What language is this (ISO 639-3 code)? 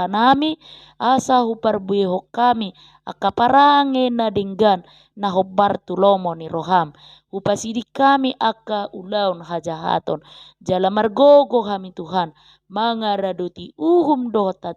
bbc